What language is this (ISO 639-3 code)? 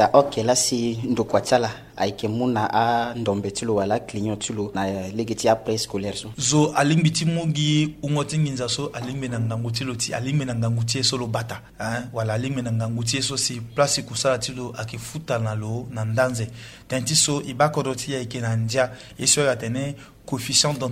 sag